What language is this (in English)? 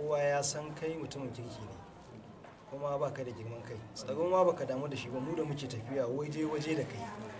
Hausa